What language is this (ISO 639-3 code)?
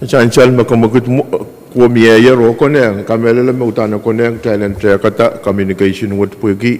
pon